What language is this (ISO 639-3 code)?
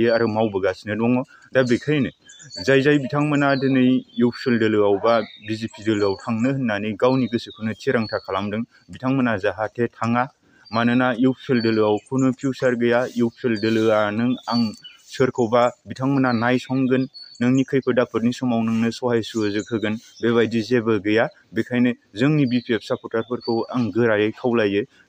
brx